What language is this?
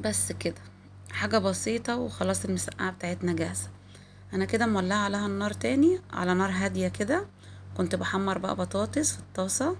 Egyptian Arabic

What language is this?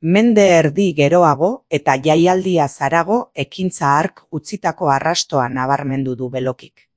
Basque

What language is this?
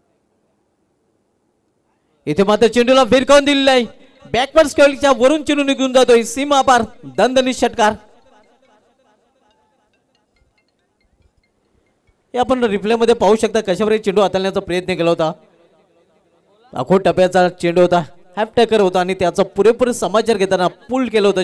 Marathi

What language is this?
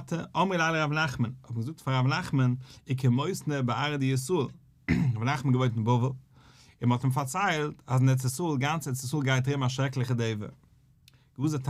Yiddish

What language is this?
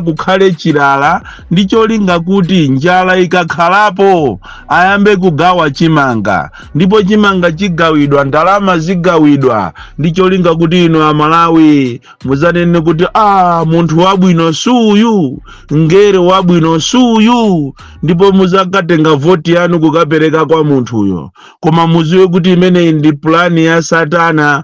Nyanja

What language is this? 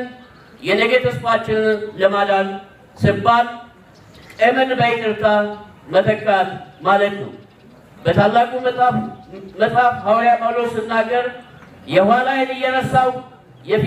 Amharic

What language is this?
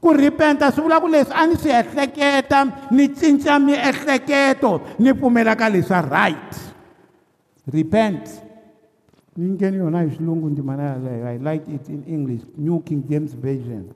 Tsonga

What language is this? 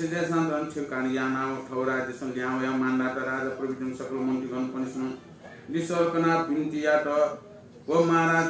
Newari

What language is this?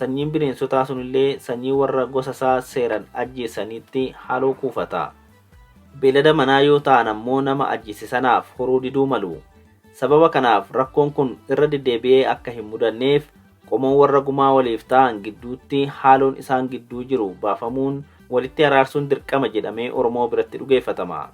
Oromo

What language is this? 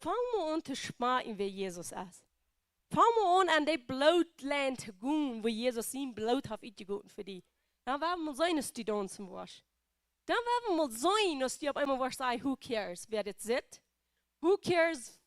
Plautdietsch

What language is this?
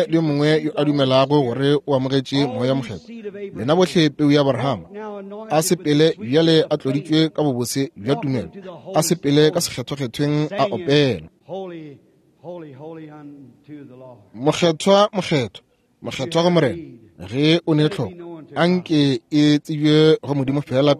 Northern Sotho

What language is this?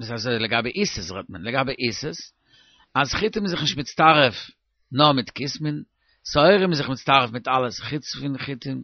Yiddish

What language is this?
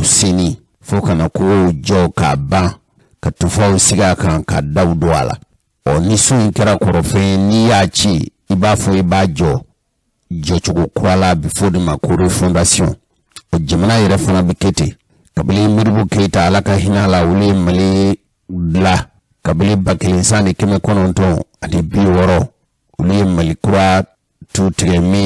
Bambara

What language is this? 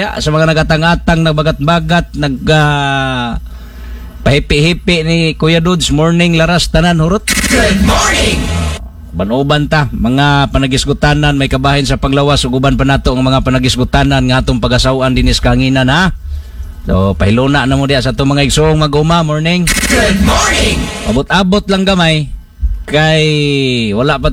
Cebuano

